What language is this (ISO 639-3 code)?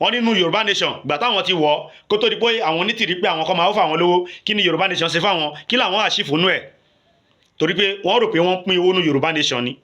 yor